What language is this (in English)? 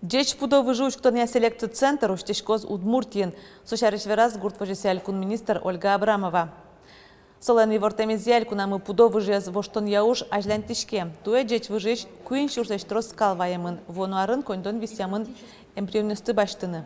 Udmurt